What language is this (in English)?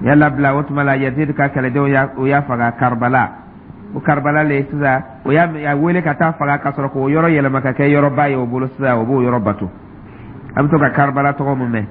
Dyula